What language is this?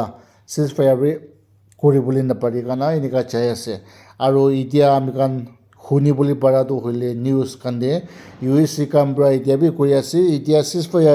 Naga Pidgin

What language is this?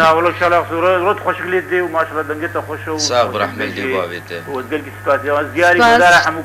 Kurdish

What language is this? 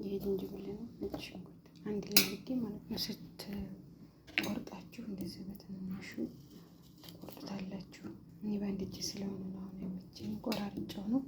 Amharic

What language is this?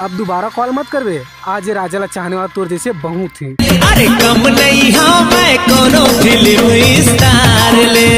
Chhattisgarhi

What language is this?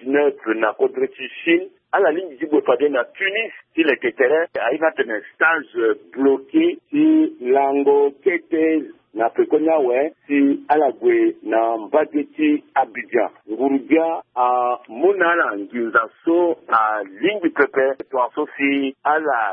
Sango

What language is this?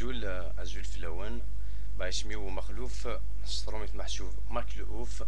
Kabyle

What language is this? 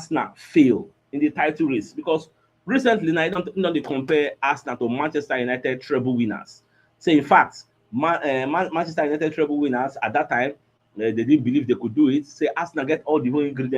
Nigerian Pidgin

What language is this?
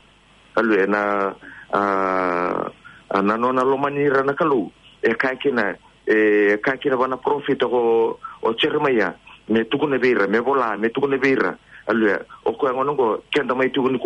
Fijian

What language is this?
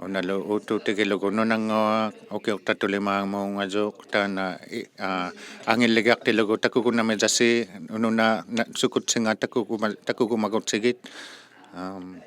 Inuktitut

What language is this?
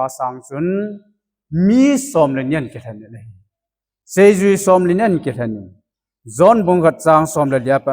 Thado Chin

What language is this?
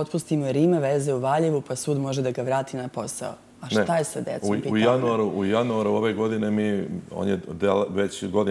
Serbian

